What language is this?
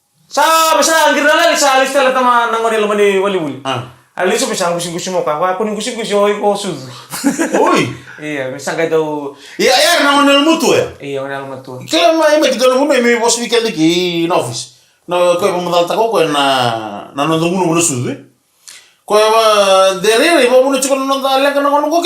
Fijian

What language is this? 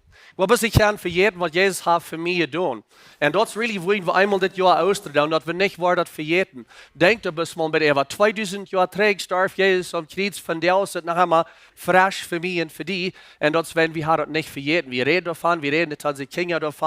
Plautdietsch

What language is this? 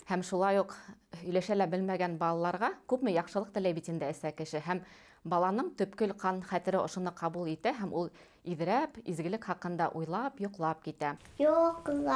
Bashkir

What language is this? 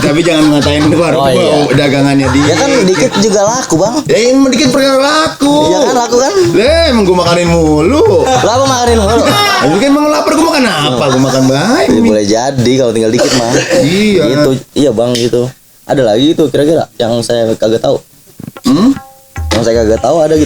Betawi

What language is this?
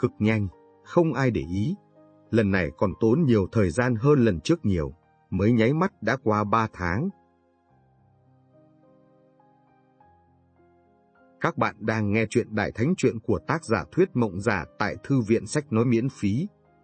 Vietnamese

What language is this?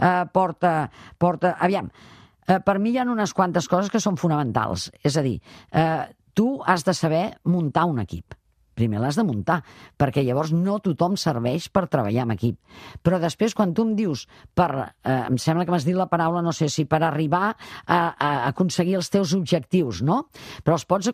Catalan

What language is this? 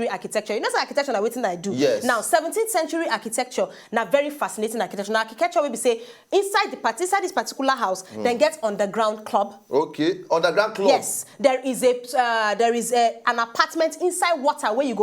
Nigerian Pidgin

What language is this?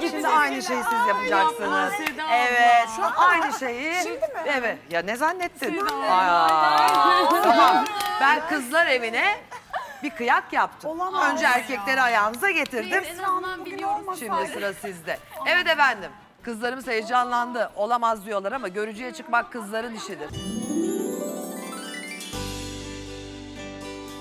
Turkish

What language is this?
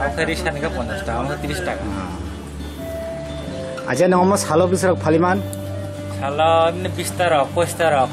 Kok Borok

